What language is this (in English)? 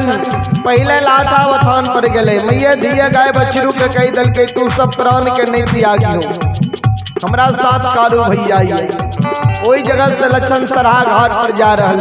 Maithili